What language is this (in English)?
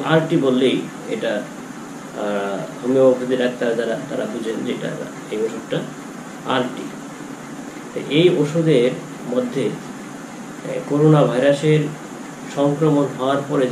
Bangla